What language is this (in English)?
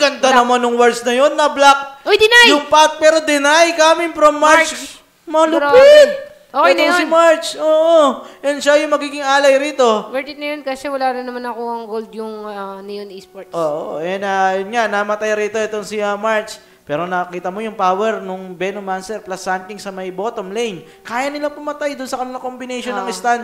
Filipino